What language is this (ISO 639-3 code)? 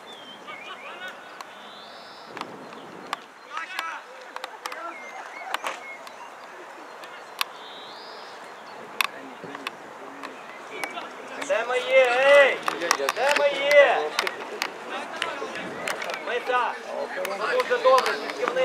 ukr